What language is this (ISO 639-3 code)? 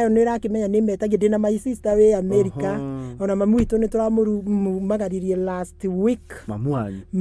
kik